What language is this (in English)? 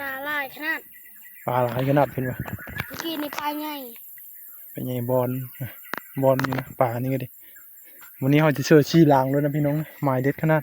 Northeastern Thai